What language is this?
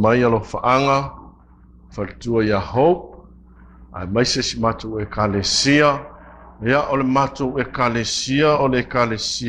Samoan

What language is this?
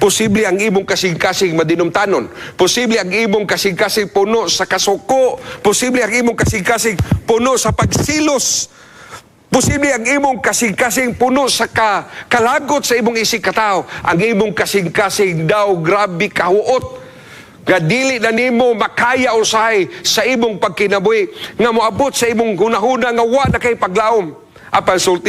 Cebuano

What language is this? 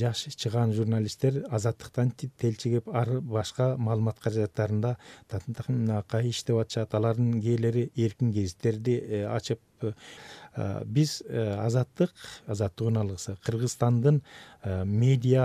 Kyrgyz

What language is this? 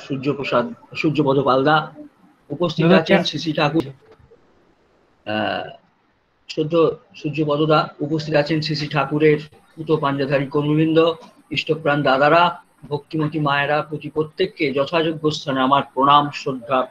Bangla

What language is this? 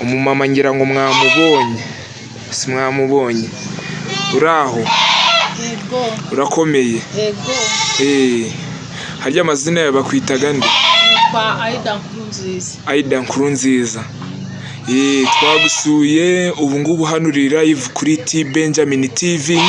Kinyarwanda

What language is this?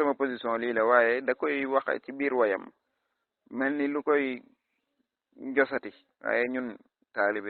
Wolof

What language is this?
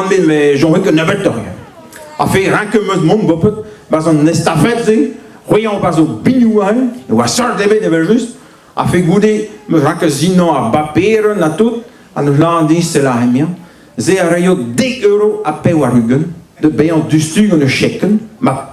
Breton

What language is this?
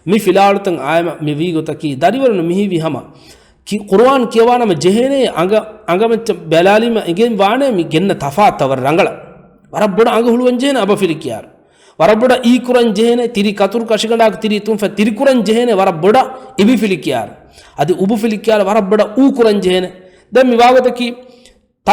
Divehi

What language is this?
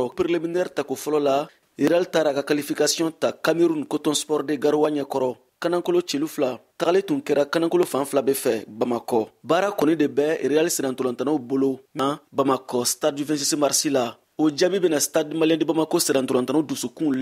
Bambara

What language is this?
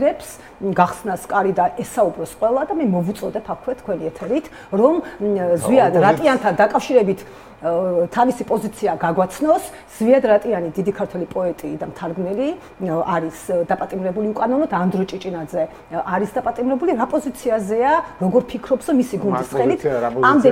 Georgian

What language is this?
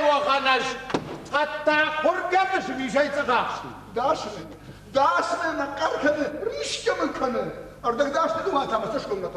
Ossetic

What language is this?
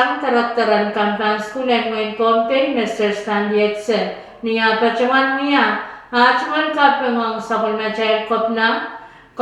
Pohnpeian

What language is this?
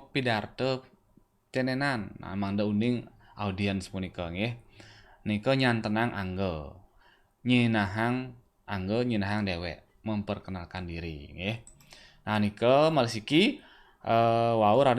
Balinese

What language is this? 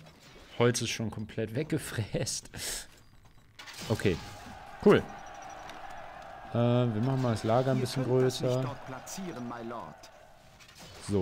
German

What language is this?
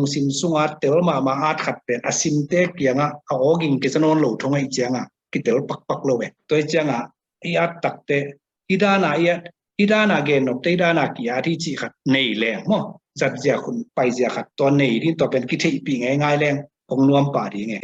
Tedim Chin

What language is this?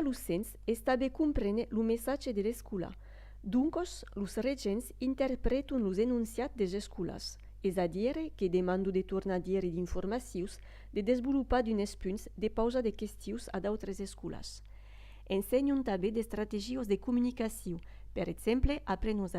Occitan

